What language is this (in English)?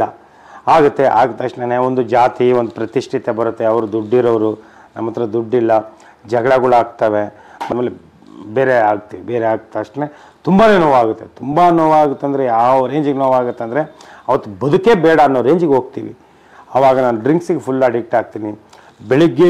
Kannada